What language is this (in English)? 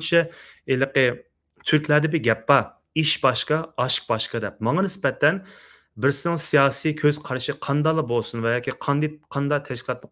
Uyghur